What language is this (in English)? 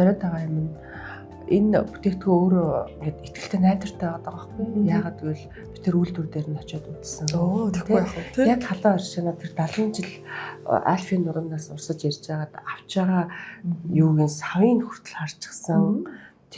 Mongolian